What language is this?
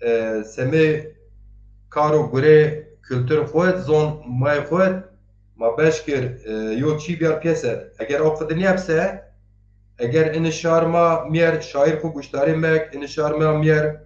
Zaza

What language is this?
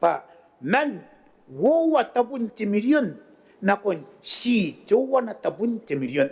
Gilbertese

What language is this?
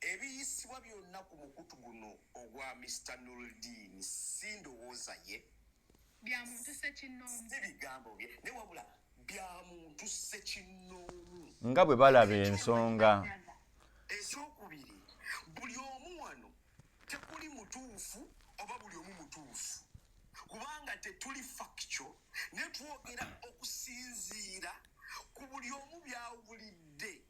Ganda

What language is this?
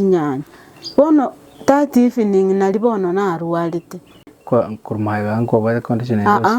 Gusii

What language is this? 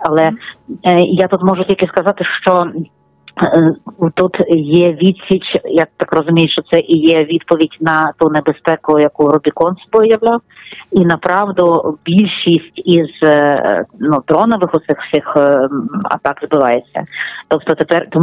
Ukrainian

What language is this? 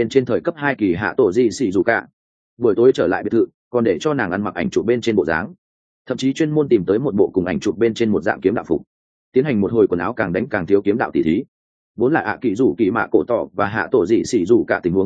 Vietnamese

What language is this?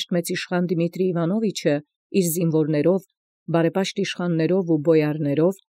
Armenian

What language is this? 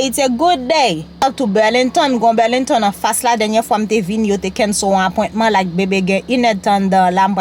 Haitian Creole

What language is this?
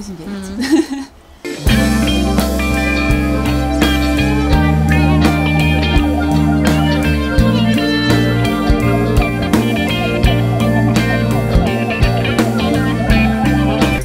Russian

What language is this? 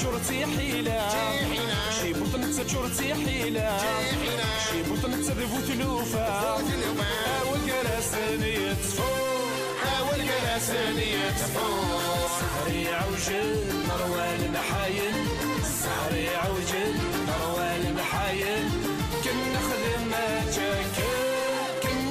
Kabyle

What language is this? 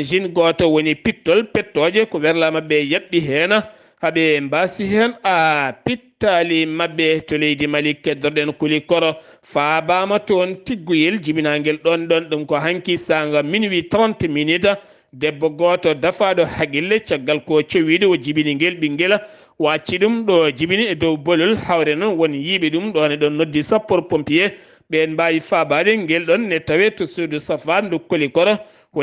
Fula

